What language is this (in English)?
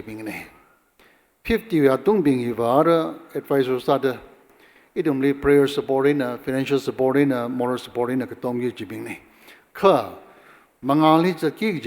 Tangkhul Naga (India)